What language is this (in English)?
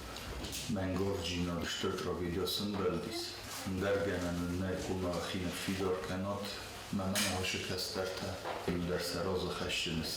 Ossetic